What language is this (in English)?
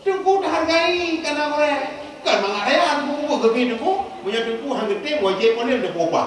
Achinese